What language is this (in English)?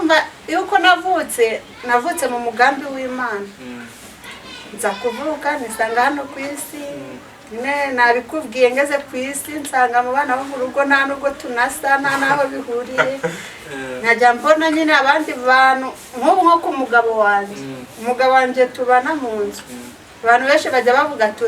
Kinyarwanda